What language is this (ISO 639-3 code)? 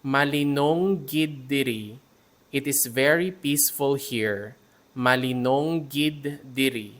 hil